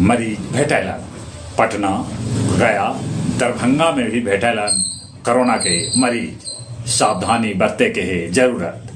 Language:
Magahi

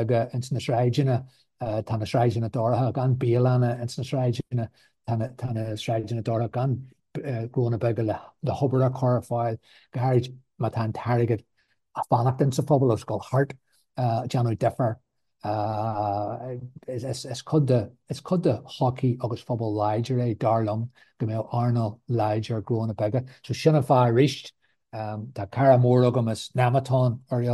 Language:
Irish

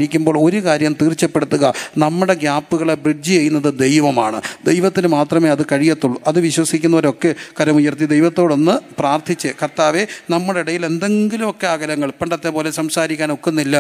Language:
Malayalam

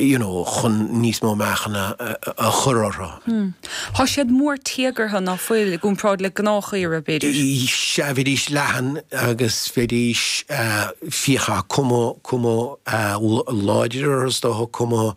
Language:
Irish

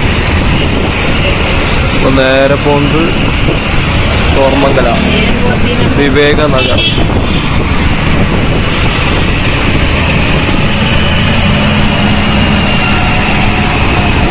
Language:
Malayalam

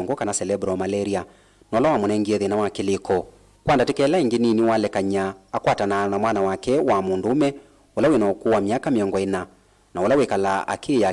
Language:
Kamba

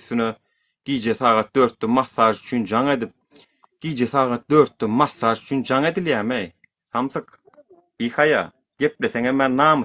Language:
Turkmen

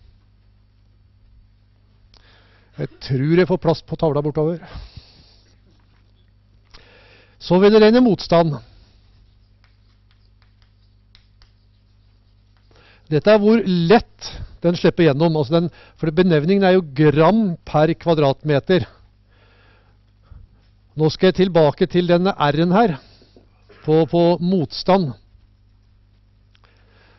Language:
Norwegian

